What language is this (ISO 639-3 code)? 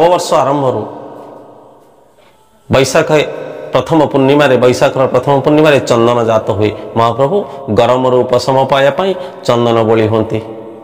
ori